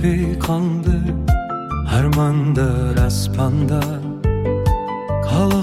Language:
Kazakh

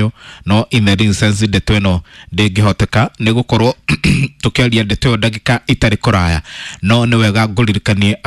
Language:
Kikuyu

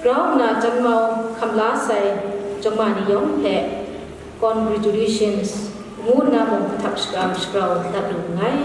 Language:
Kachin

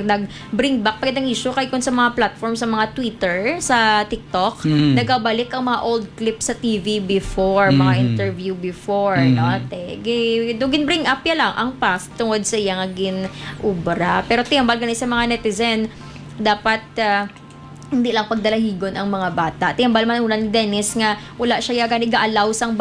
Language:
Hiligaynon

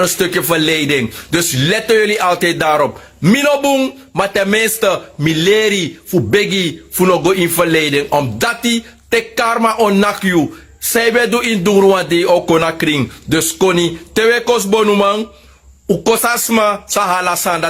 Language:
Sranan Tongo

